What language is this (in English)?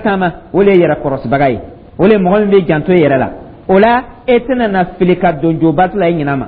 Dyula